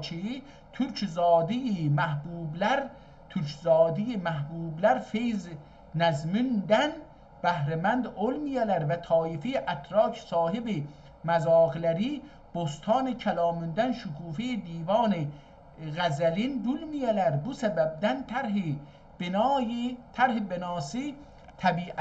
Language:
South Azerbaijani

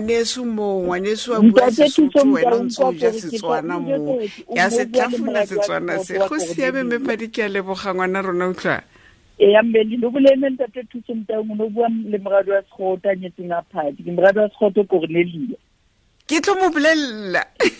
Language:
Southern Sotho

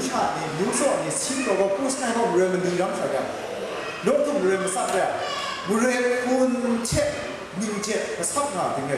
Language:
Kachin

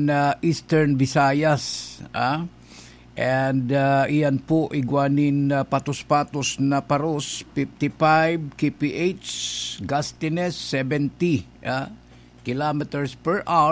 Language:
Bikol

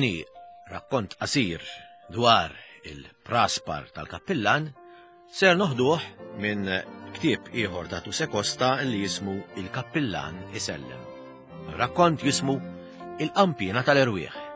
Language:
Maltese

